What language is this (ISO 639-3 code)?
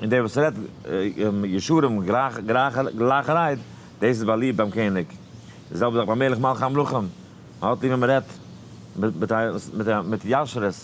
yid